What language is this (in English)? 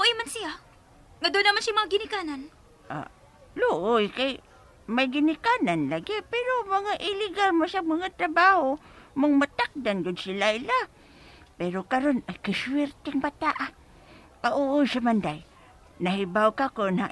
Cebuano